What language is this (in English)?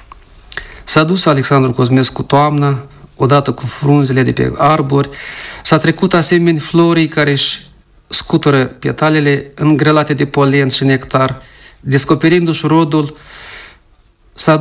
Romanian